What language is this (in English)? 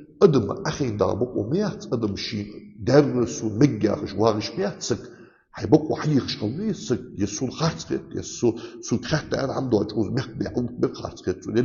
Ingush